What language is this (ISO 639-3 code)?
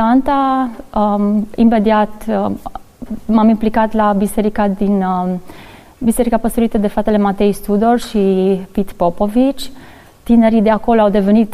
ron